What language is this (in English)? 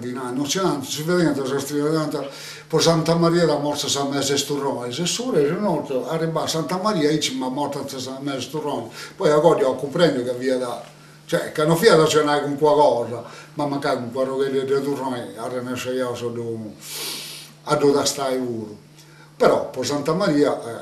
Sardinian